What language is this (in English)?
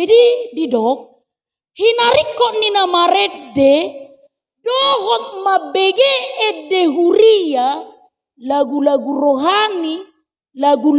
Batak Toba